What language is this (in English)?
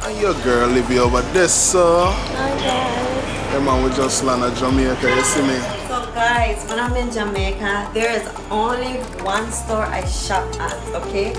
Jamaican Creole English